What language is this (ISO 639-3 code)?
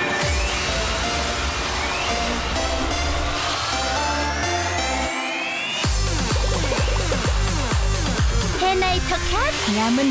vie